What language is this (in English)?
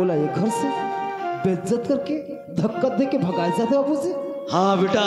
Chhattisgarhi